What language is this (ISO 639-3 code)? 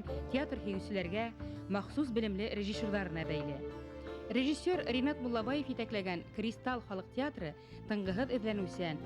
bak